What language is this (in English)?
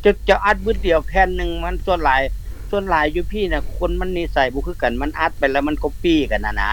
Lao